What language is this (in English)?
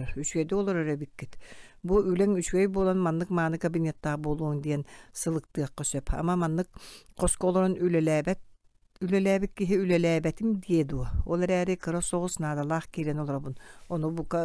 Yakut